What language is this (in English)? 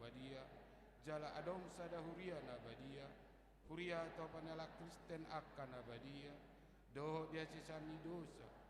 Batak Toba